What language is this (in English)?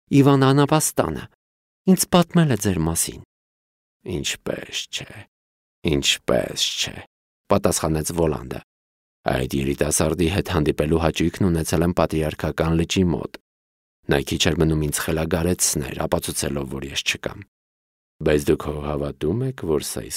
Armenian